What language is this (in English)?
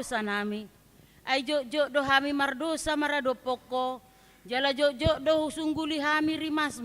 Batak Toba